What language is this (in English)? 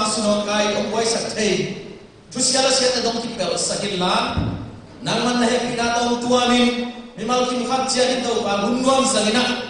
Tedim Chin